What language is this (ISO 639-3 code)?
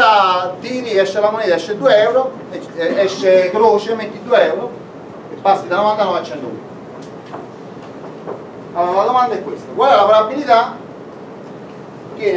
ita